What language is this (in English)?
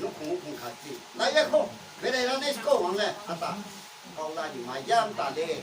Riang (India)